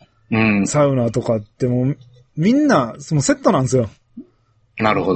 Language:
Japanese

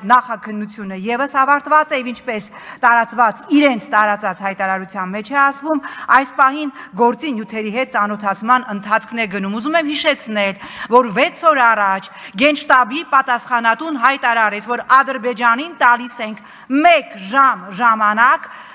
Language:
Armenian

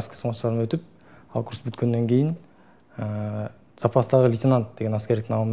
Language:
Kyrgyz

